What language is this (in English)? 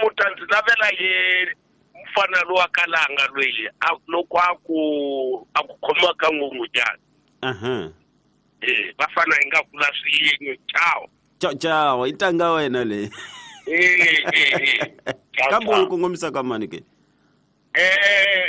Tsonga